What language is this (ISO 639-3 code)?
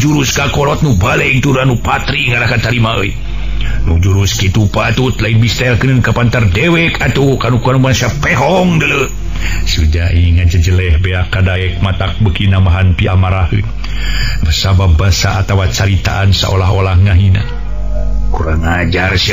sun